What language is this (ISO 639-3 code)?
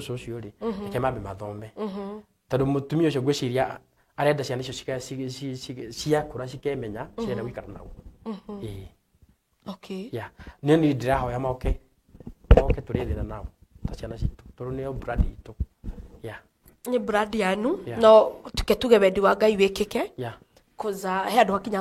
kik